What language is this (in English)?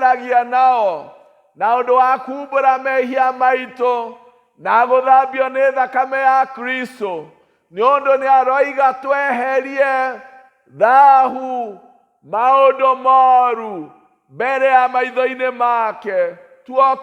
Kikuyu